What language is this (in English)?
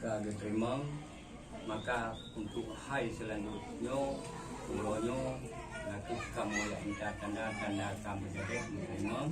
Achinese